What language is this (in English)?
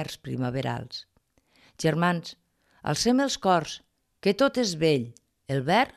Catalan